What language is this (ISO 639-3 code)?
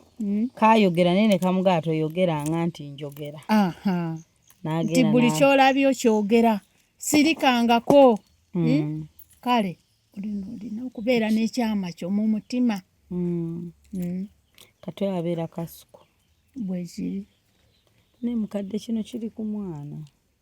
lug